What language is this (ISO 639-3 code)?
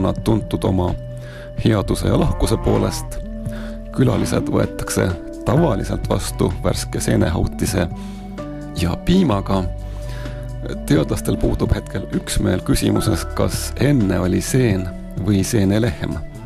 est